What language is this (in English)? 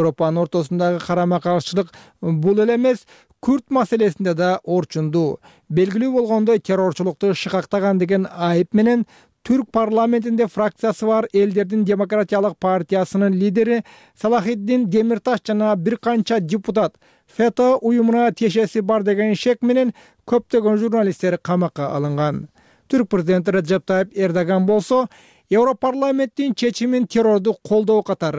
Kyrgyz